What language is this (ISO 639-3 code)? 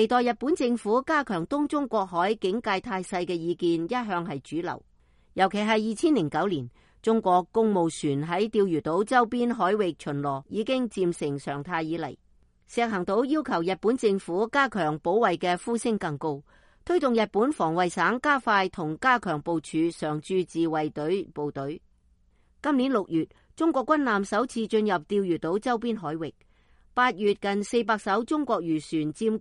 yue